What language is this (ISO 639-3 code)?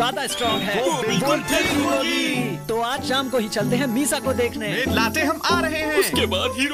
hin